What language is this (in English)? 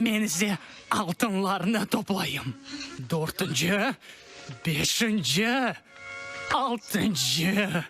Crimean Tatar